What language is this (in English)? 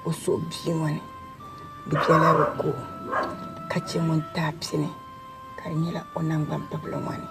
Dagbani